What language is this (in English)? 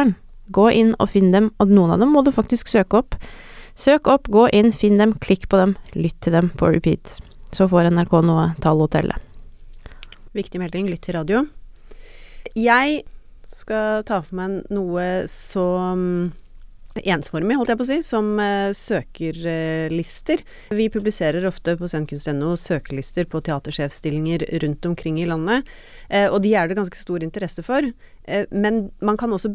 Norwegian